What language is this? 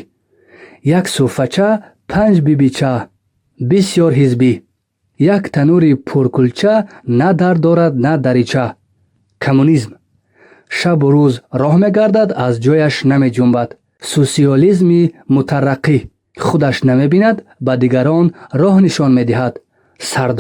Tajik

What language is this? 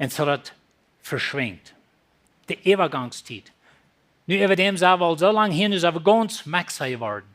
Plautdietsch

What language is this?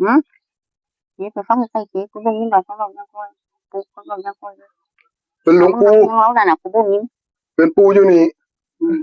Northeastern Thai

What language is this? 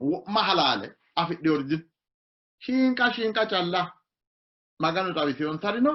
Sidamo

